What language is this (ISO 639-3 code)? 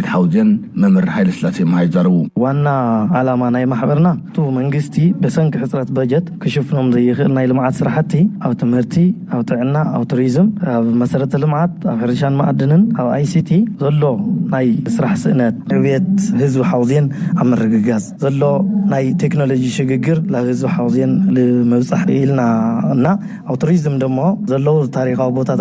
tir